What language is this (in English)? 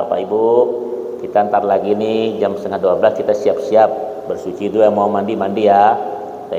Banjar